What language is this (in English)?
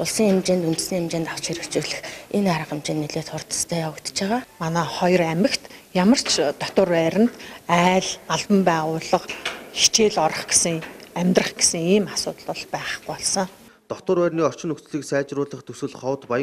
Mongolian